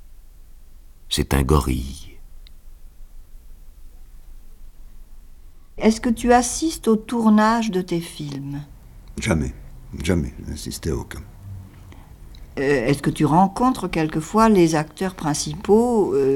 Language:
French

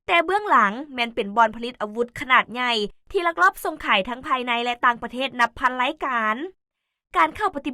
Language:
Lao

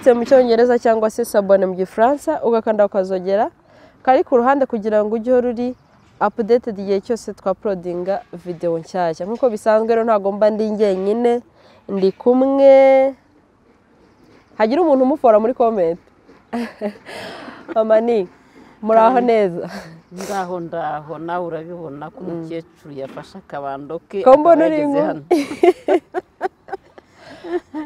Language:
Kinyarwanda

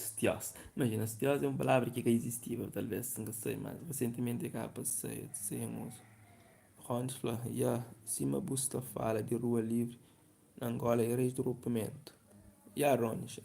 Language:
Kabuverdianu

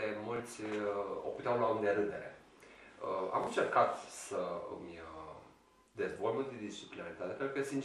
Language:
Romanian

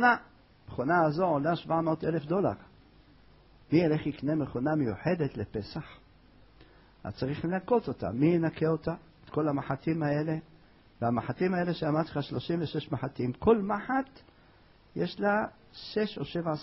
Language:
Hebrew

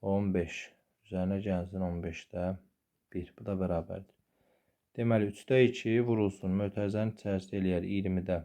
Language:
Azerbaijani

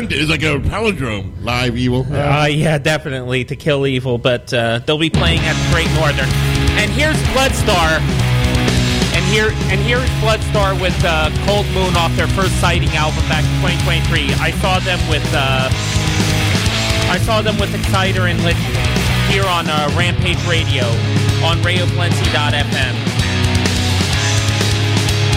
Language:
English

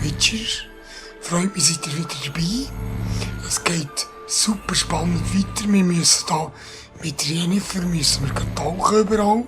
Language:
Swiss German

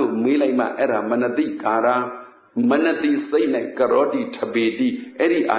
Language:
Burmese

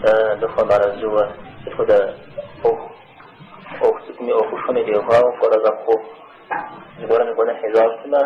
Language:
Kabardian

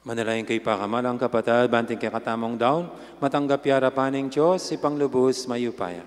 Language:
Pampanga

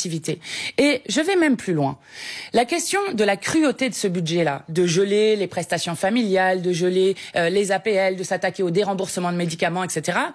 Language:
French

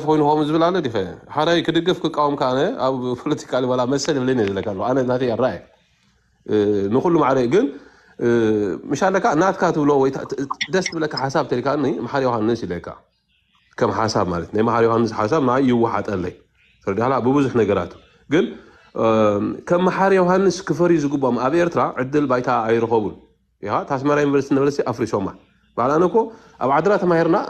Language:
Tigrinya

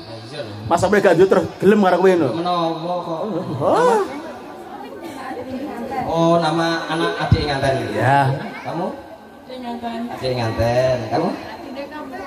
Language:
Javanese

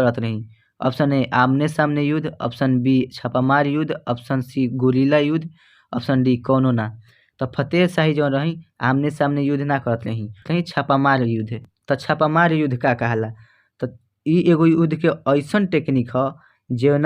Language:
Bhojpuri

